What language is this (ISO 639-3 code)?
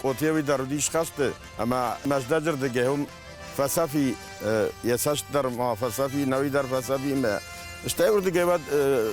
oss